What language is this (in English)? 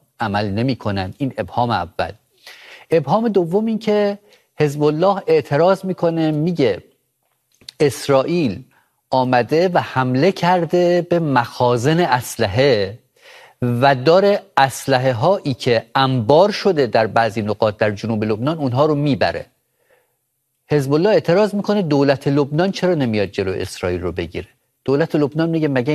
Persian